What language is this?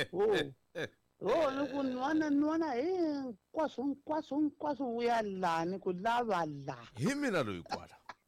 Tsonga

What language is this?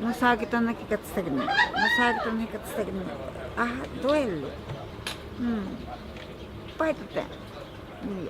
Ashéninka Perené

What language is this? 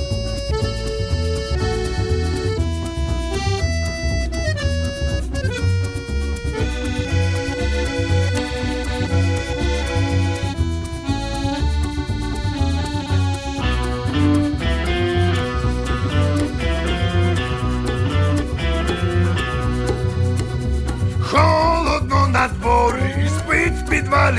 Ukrainian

